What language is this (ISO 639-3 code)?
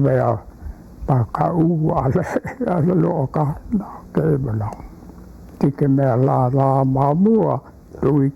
haw